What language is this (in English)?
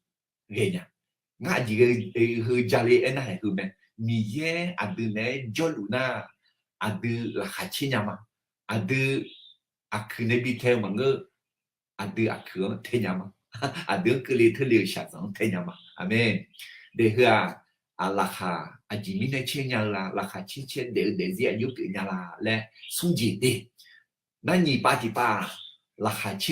Akha